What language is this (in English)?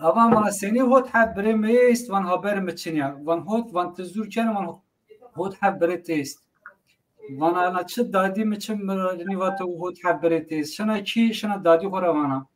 Zaza